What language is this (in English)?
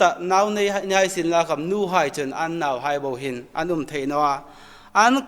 Hmar